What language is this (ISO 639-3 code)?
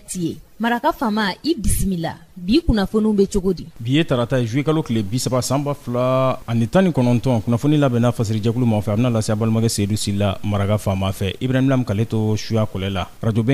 bam